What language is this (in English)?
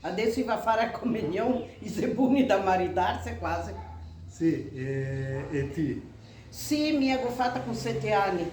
Venetian